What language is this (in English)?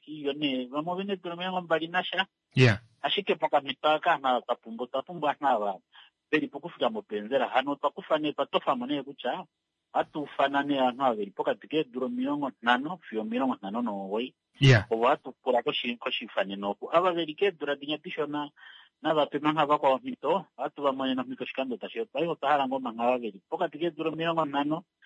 Kuanyama